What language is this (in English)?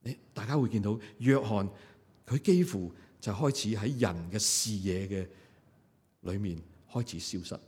Cantonese